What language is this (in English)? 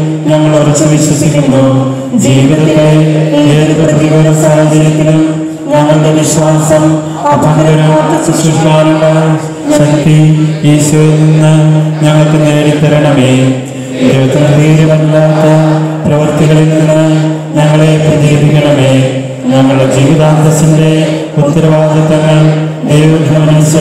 Malayalam